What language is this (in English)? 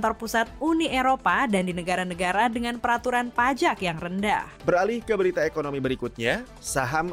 Indonesian